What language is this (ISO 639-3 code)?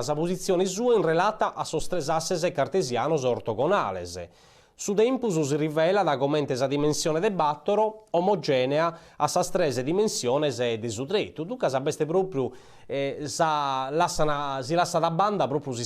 srd